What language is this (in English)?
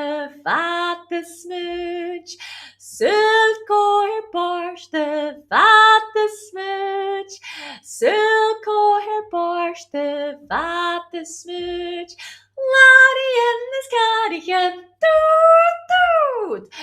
Scottish Gaelic